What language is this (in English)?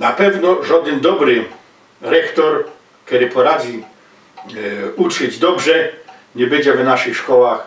Silesian